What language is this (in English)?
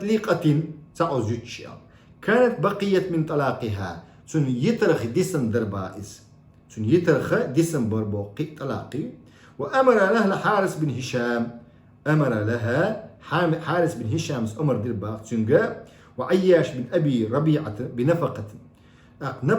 Chechen